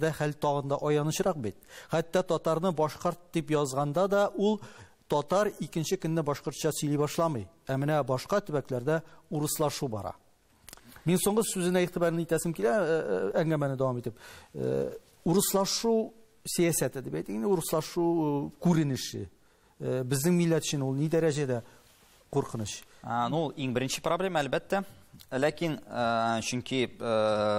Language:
Tatar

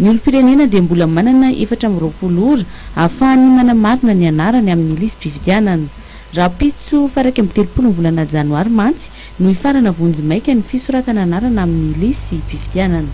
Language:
Malagasy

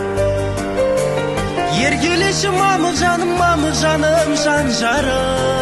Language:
Kazakh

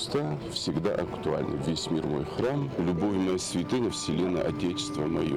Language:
Ossetic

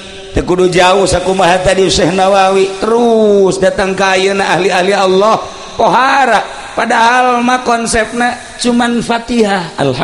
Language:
Sundanese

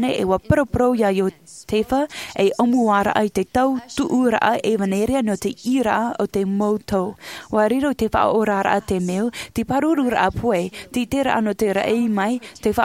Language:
Tahitian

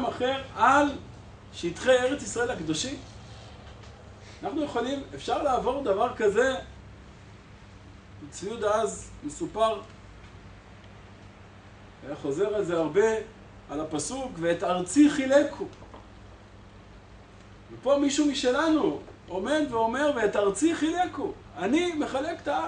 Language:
Hebrew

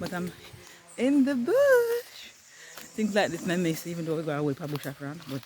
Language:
Jamaican Creole English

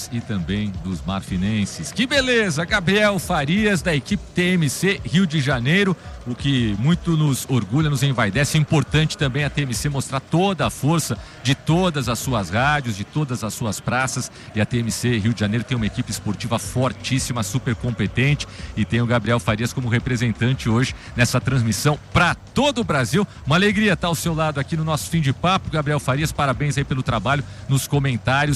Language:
Portuguese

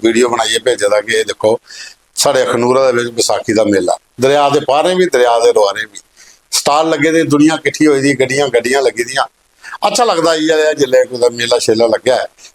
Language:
Dogri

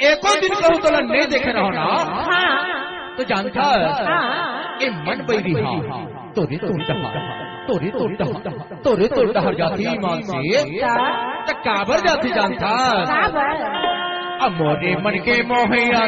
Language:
Chhattisgarhi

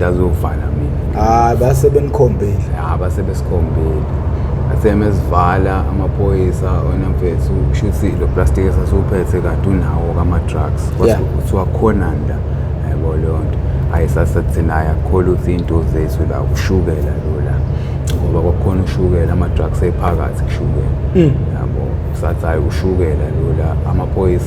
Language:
Zulu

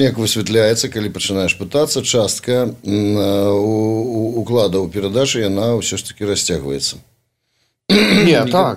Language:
Belarusian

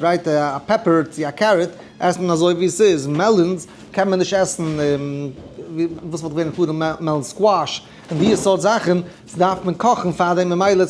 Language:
Yiddish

